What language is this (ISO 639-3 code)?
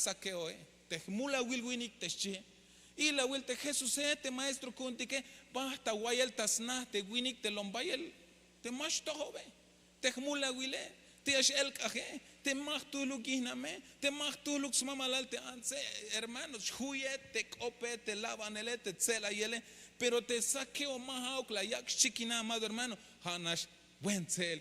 tzh